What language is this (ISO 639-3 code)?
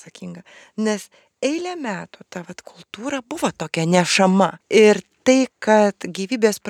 lit